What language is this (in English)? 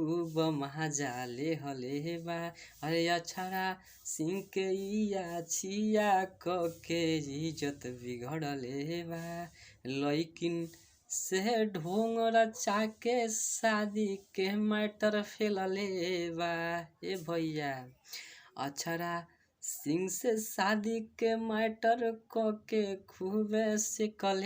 Bhojpuri